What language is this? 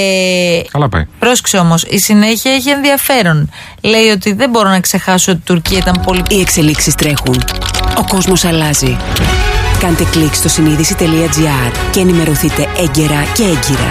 Greek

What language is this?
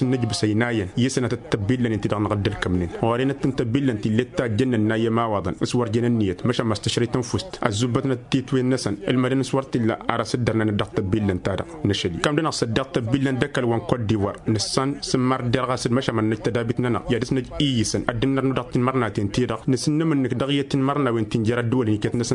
Tamasheq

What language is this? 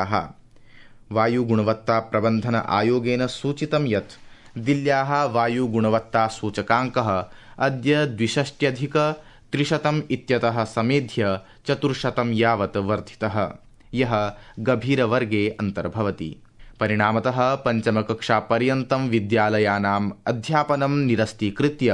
Sanskrit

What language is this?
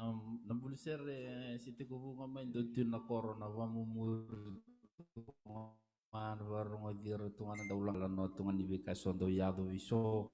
Fijian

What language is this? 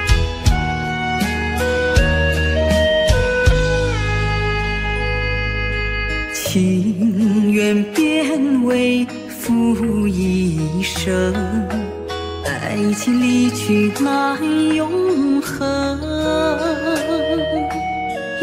Chinese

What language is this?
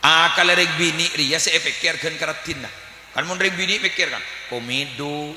Madurese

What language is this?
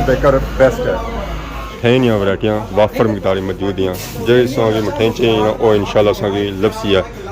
Pahari-Potwari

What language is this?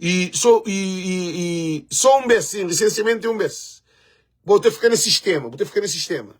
Kabuverdianu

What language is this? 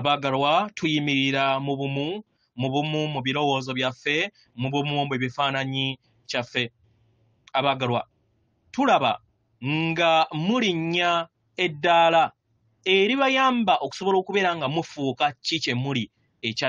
Ganda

